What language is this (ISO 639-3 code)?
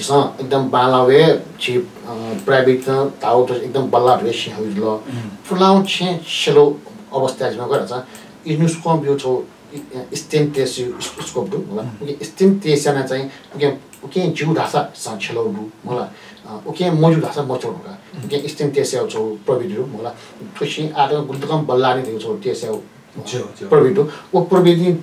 new